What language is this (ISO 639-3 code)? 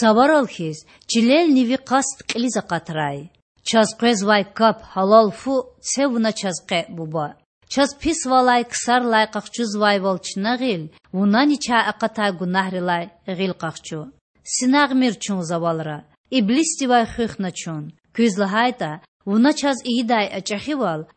lez